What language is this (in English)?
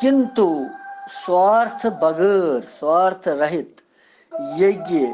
Kashmiri